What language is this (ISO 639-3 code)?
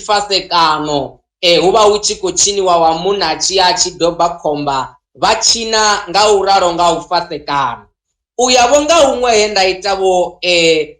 ven